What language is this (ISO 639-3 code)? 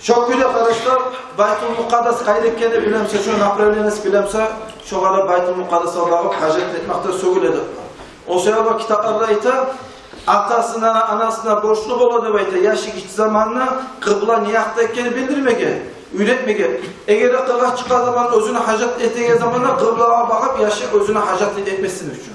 kum